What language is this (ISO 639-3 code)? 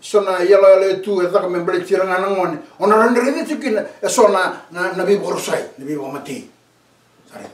fij